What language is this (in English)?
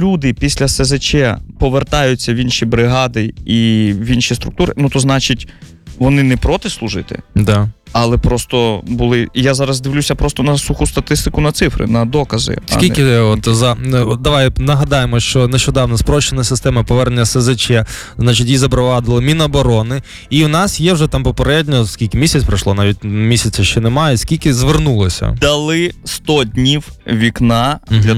Ukrainian